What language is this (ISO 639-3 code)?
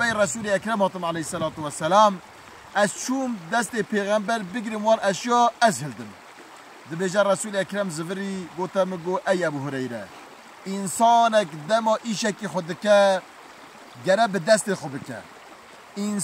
kur